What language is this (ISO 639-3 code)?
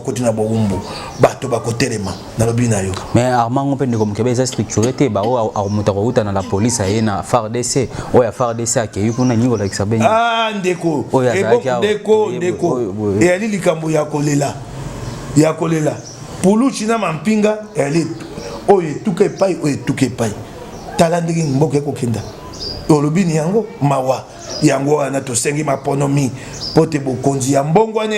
lin